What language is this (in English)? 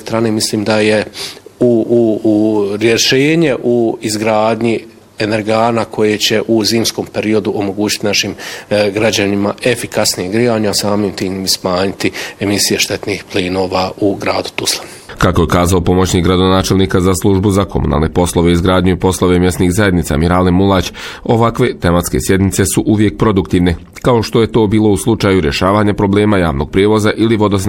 Bosnian